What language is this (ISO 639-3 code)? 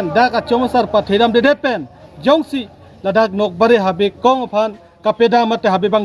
mjw